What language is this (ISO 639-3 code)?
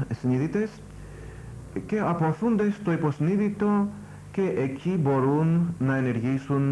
ell